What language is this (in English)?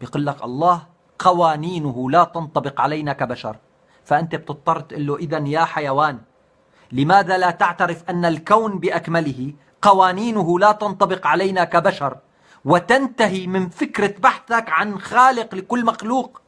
North Levantine Arabic